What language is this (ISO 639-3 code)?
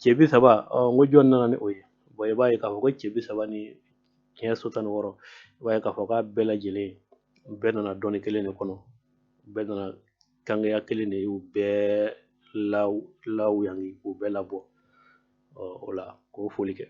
bam